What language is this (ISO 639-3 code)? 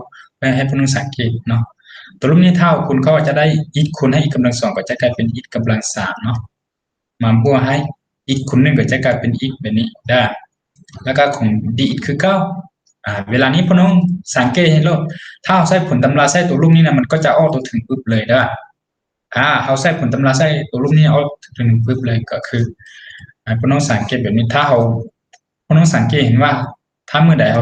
lao